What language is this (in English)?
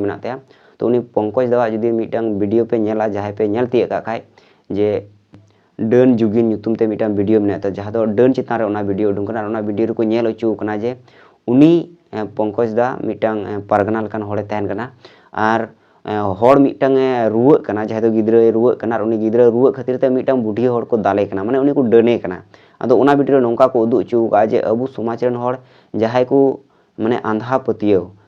Santali